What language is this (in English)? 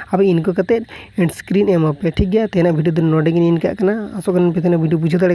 Santali